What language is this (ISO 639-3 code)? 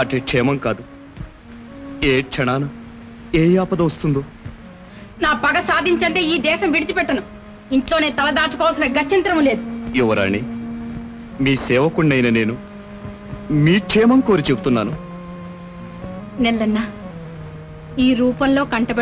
tel